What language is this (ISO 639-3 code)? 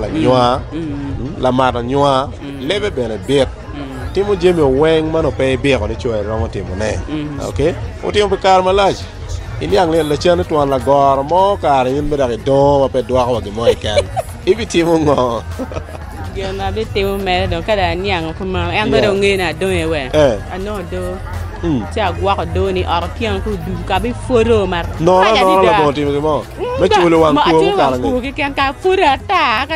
ach